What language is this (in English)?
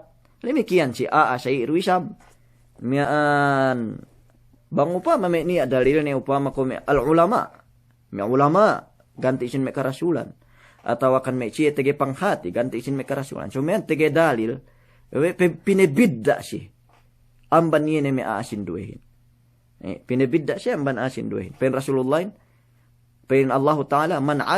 Yakan